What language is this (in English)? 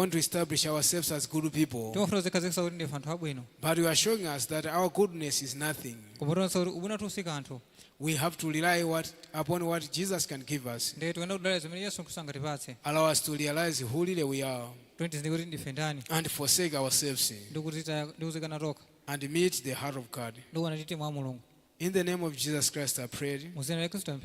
Nyanja